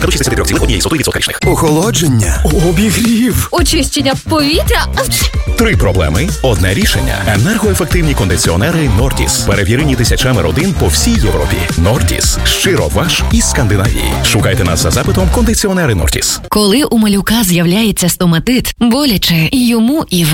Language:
Ukrainian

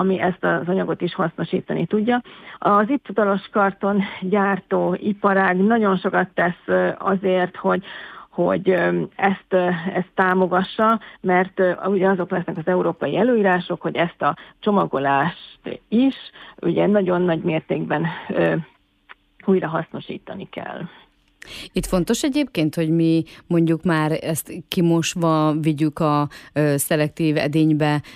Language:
Hungarian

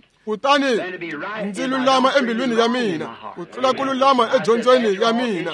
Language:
Tsonga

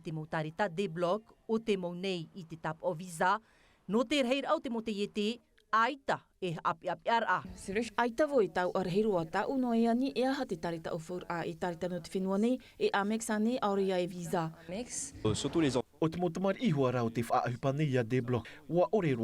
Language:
Tahitian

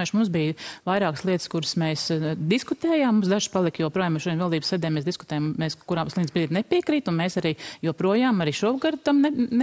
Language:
Latvian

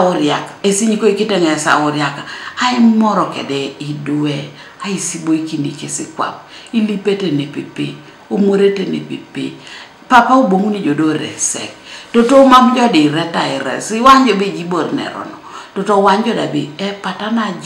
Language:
Teso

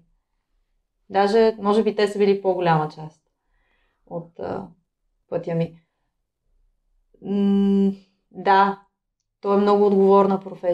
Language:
Bulgarian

